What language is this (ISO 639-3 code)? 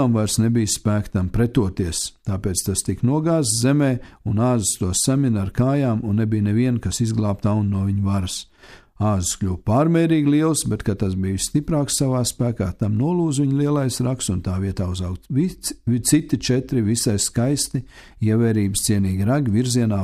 lav